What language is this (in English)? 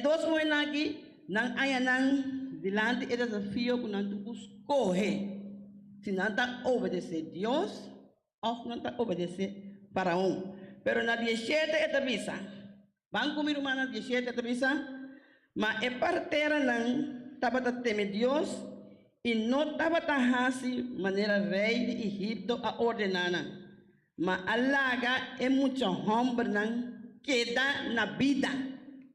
Papiamento